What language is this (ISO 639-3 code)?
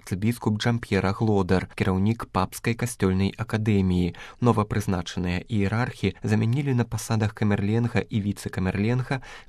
bel